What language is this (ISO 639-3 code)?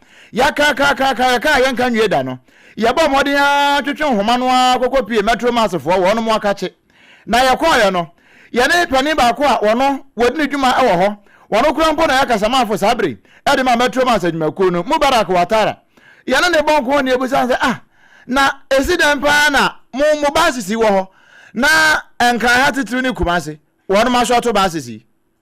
aka